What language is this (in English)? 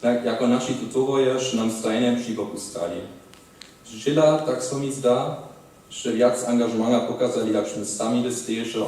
Upper Sorbian